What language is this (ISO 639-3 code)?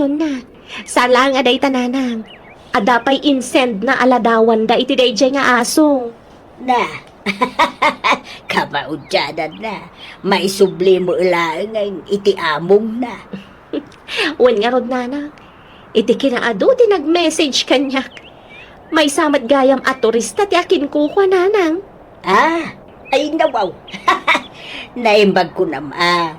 ilo